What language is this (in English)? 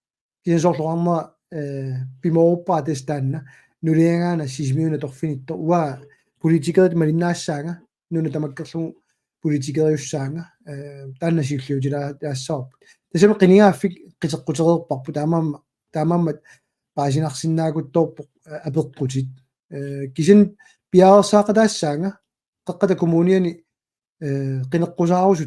Kalaallisut